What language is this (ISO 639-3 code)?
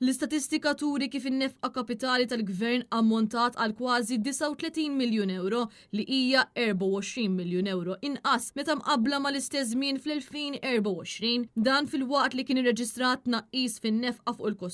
mlt